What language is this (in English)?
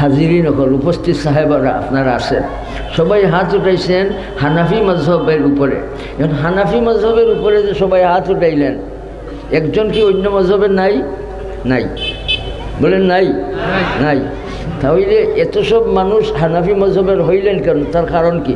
Sylheti